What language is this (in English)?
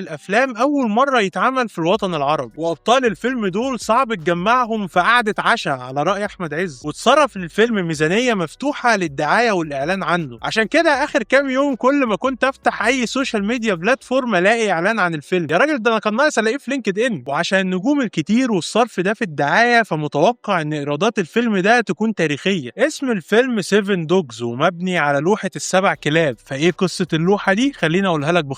Egyptian Arabic